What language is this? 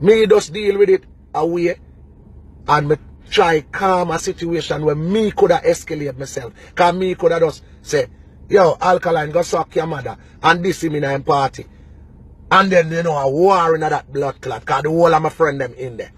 Jamaican Creole English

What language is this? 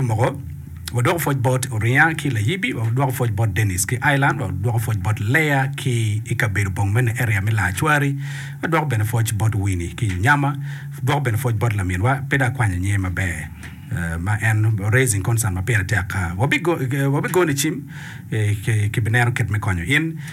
Acoli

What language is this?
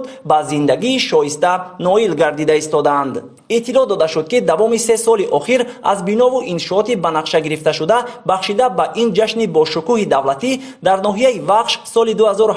Tajik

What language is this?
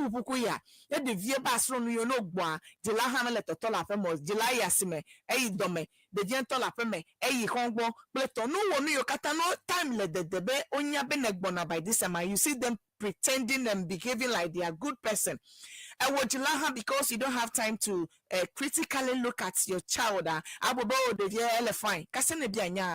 Ewe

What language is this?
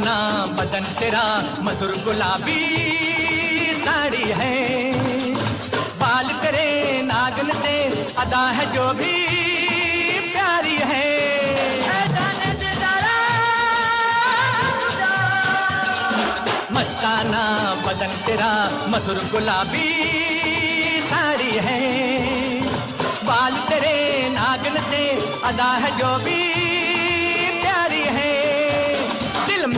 Hindi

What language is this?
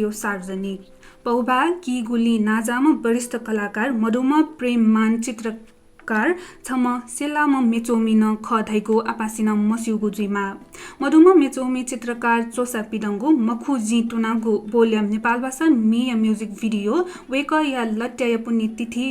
Newari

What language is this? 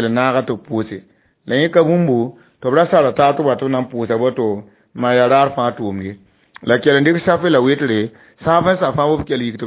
Mossi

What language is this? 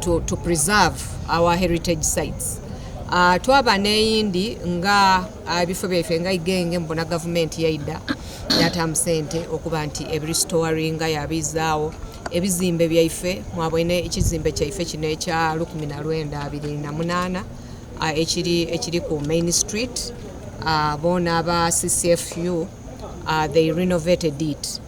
Soga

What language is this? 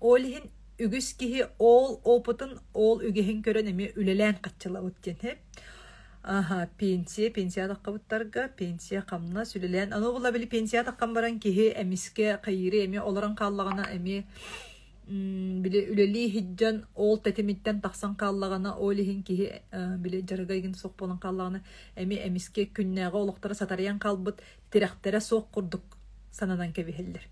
Yakut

